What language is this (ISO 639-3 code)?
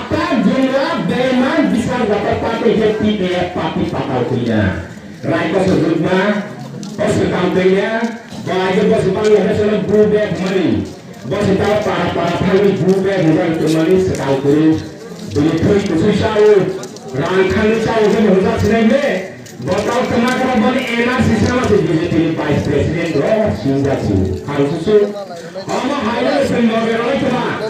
trp